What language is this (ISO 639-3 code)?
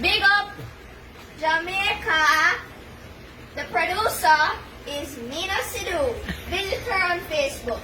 jam